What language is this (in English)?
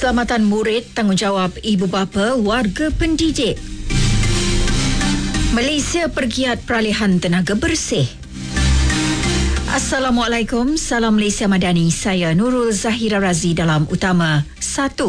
Malay